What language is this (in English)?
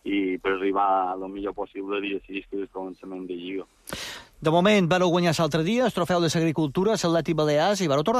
Catalan